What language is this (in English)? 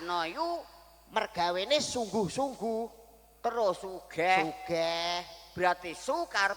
Javanese